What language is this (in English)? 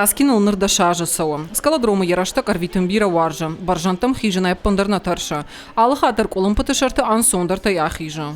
Ossetic